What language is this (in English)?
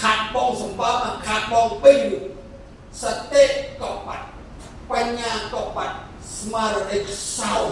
Khmer